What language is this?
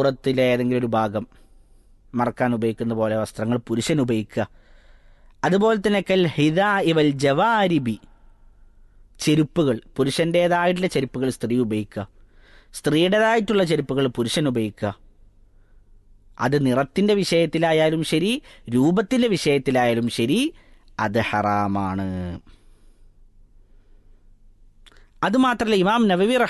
Malayalam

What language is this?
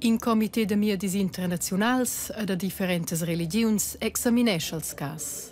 Romansh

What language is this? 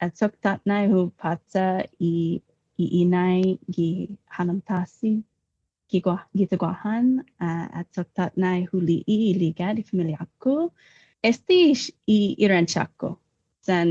Chamorro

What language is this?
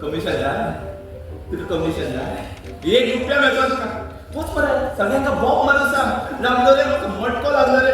Konkani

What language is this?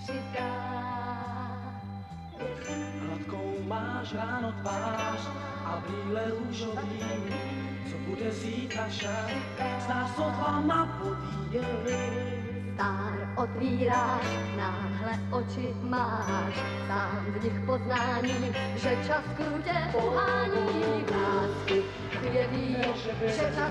Czech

